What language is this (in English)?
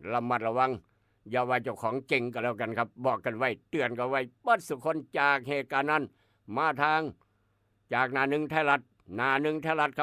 Northeastern Thai